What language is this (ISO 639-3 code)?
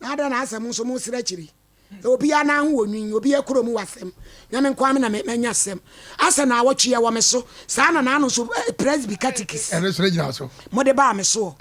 aka